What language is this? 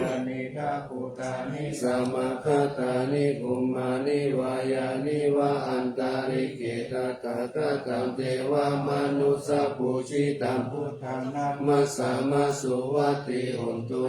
Pali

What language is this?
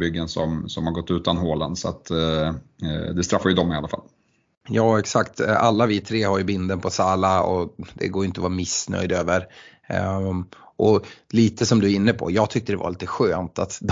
Swedish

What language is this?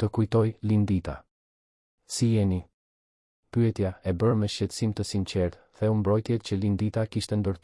Albanian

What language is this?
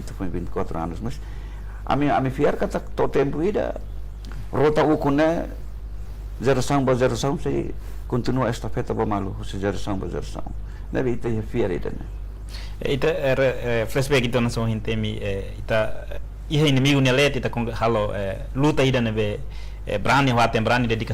Tetum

